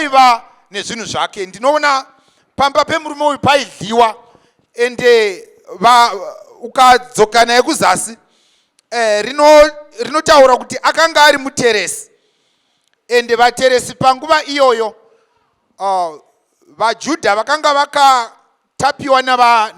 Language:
Shona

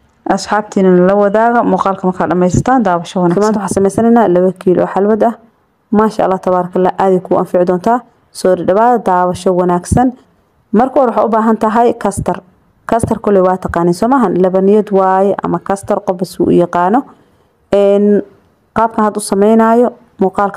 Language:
Somali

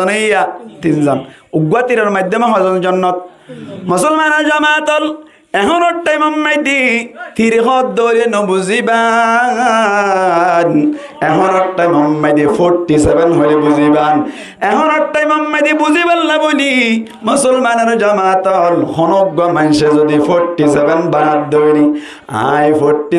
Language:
Rohingya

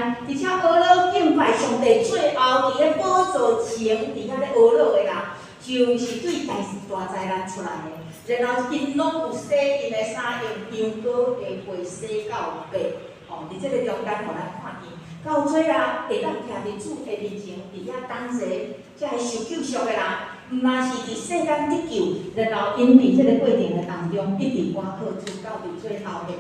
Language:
Min Nan Chinese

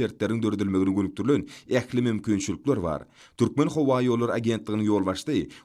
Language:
Turkmen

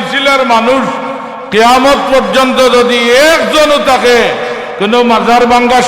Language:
Sylheti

